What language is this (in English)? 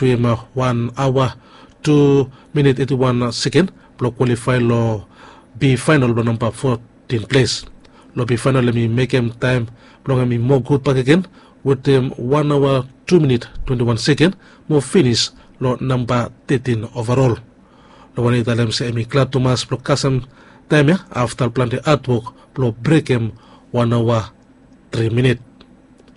Bislama